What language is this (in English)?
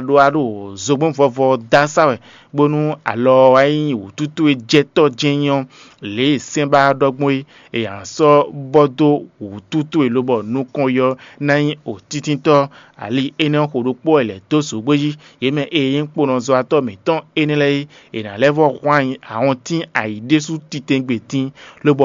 Fon